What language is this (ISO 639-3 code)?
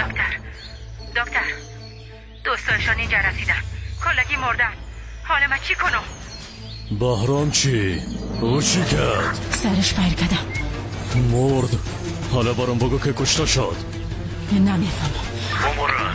tgk